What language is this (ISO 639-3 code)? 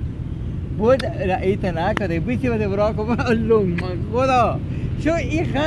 fas